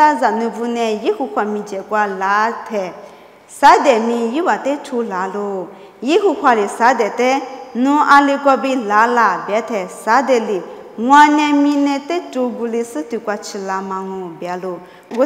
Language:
Lisu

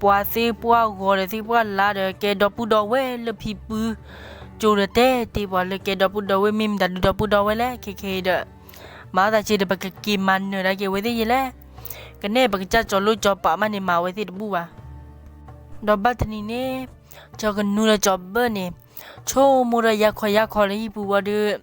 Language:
S'gaw Karen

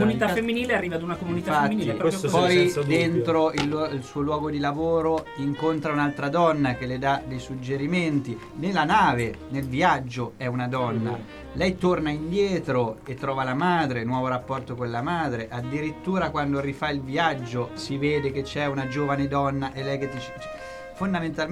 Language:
Italian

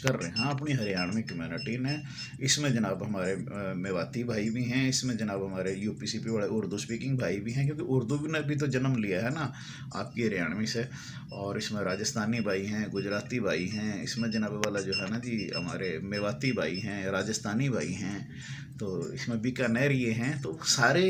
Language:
Haryanvi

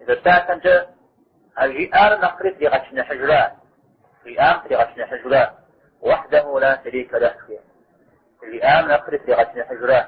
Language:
Kabardian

